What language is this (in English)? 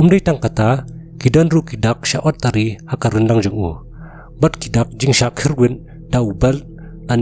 Khasi